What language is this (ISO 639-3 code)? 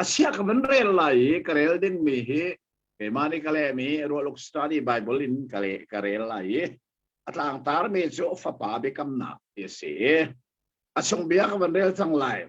cnh